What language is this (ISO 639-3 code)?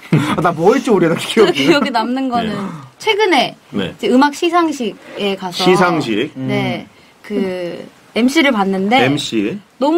kor